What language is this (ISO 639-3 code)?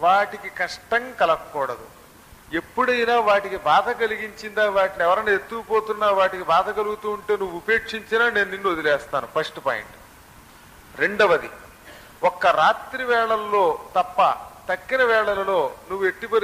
tel